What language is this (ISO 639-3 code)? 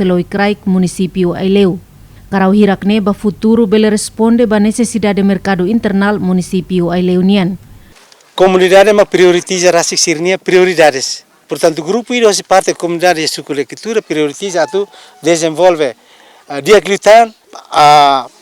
tet